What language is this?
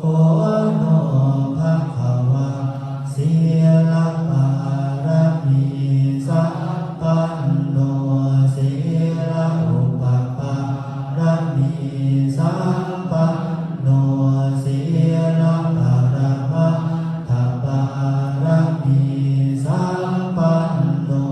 Pali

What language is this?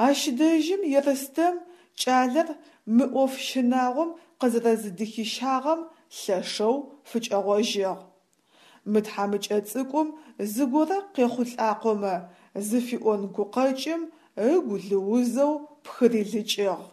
Adyghe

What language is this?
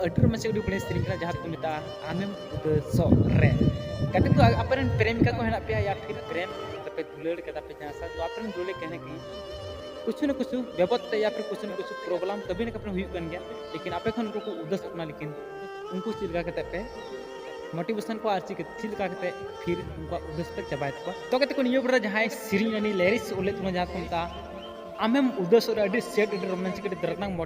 Santali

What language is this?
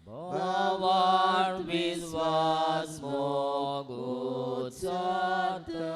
Konkani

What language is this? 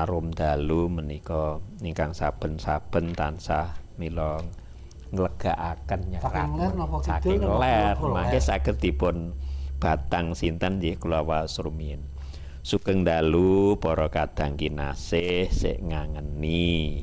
Javanese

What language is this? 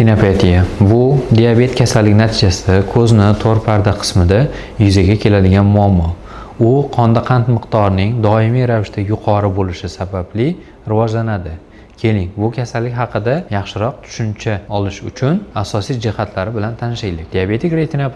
Uzbek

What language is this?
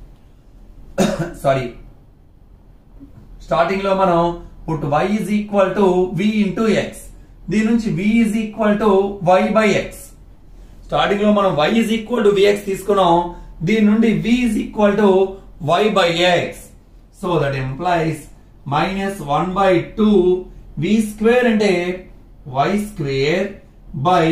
Telugu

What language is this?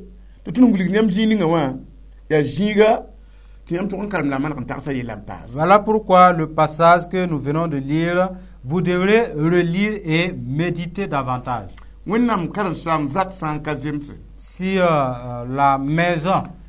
Mossi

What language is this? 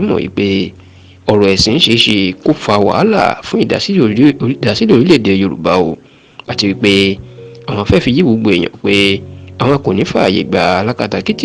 Yoruba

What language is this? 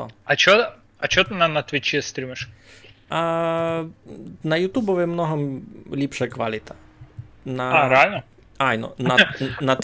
Rusyn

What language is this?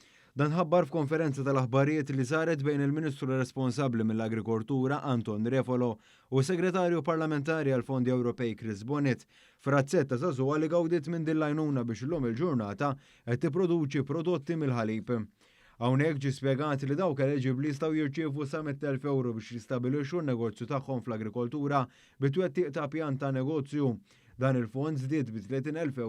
Maltese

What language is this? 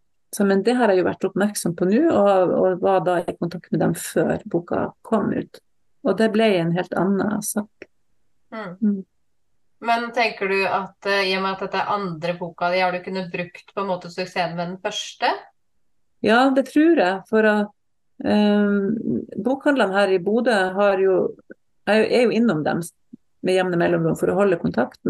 Norwegian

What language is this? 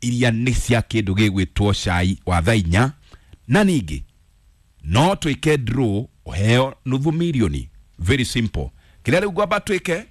Kikuyu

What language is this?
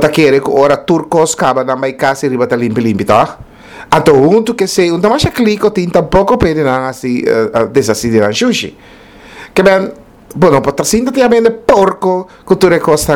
Papiamento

